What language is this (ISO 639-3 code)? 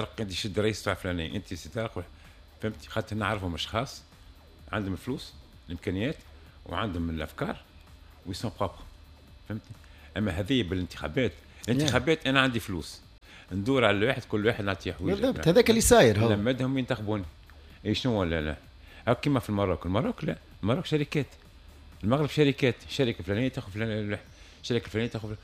aeb